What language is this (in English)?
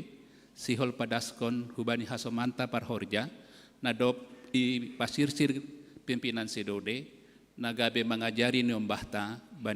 Batak Simalungun